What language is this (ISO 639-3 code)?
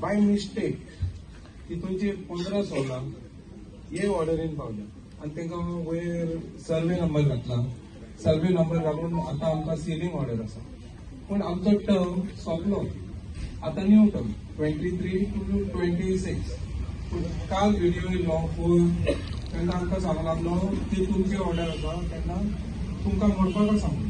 kok